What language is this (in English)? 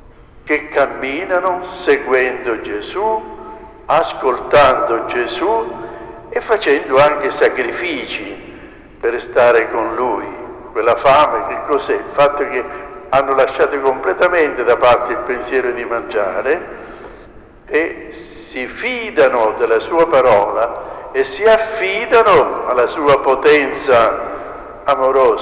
Italian